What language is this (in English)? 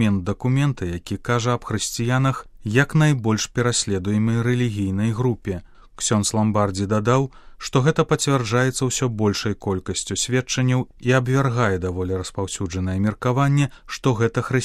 Belarusian